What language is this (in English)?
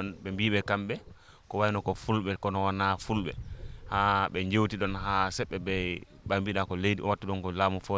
Fula